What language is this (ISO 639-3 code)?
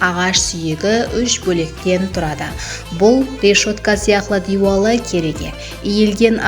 kaa